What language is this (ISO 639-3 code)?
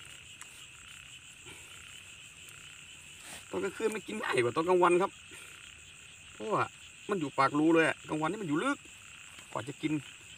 tha